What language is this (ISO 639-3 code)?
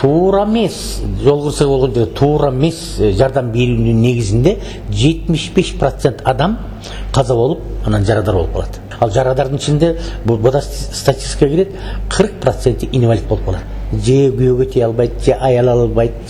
kir